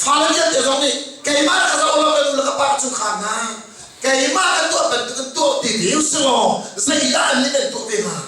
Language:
Hakha Chin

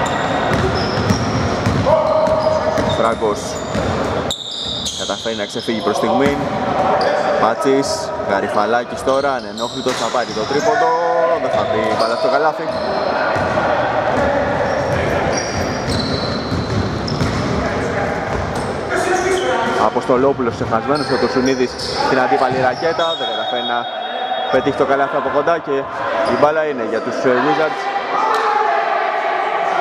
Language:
Greek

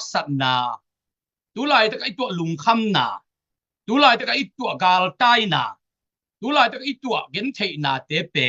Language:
Tedim Chin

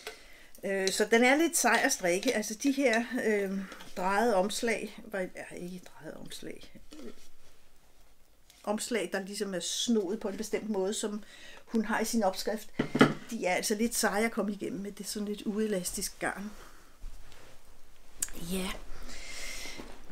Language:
Danish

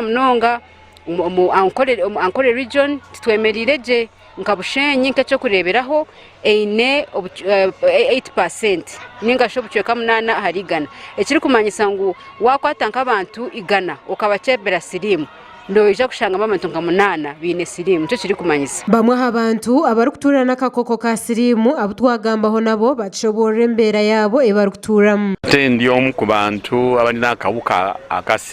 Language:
Nyankole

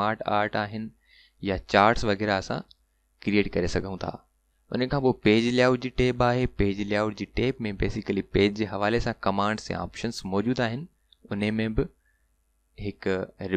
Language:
Sindhi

